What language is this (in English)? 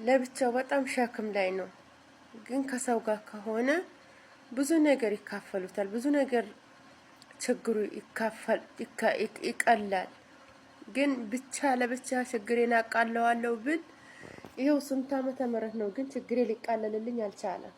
Amharic